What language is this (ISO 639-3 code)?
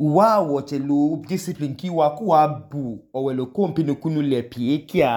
idu